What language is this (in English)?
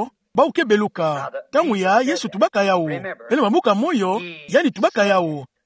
Kituba (Democratic Republic of Congo)